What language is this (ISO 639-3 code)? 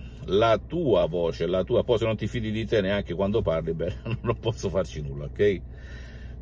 ita